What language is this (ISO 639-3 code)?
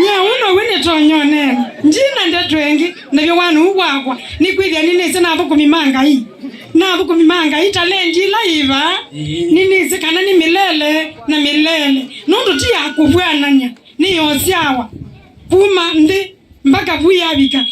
kam